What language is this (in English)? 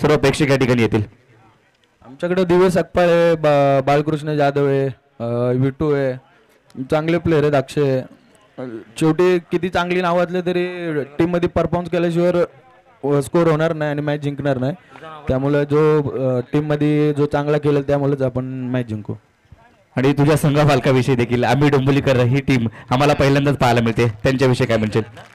Marathi